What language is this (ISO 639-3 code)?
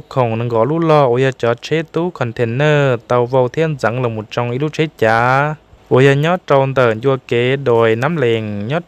hmn